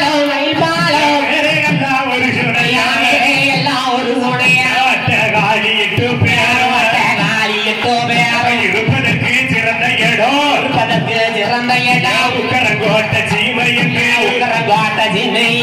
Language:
Tamil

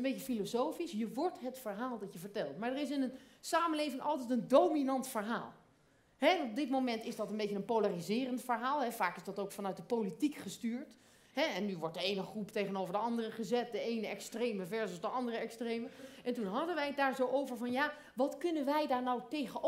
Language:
Dutch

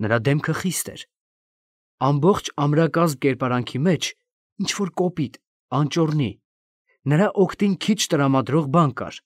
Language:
Armenian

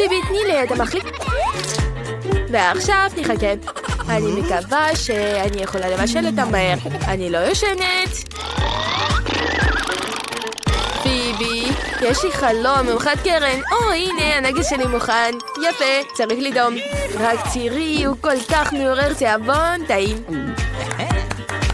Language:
Hebrew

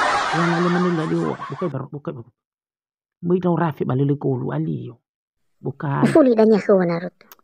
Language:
Nias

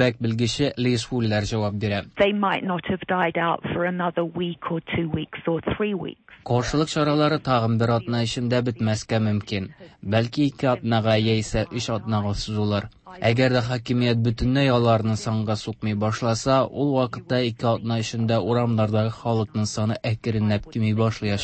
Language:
Tatar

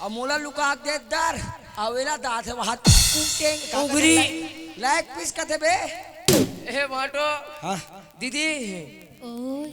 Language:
Chhattisgarhi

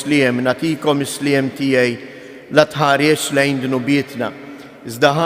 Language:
Maltese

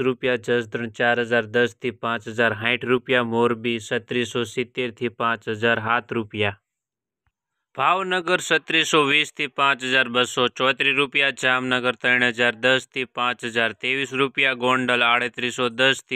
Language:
Gujarati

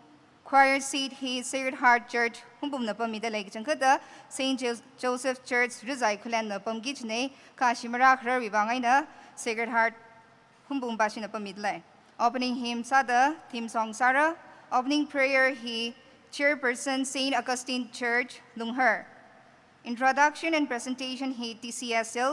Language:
Tangkhul Naga (India)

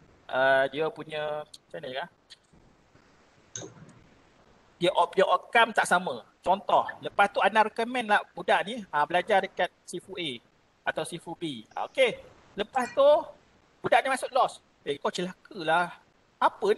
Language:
Malay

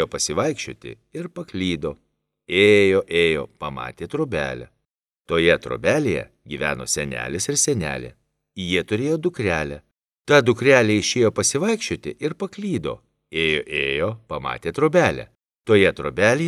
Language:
Lithuanian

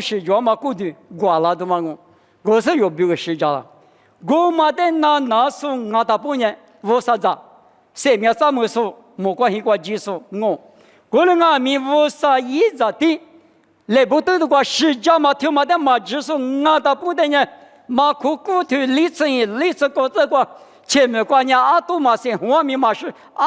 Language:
Lisu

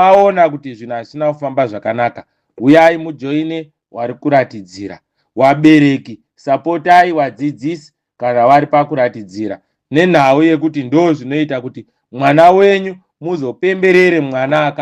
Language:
Shona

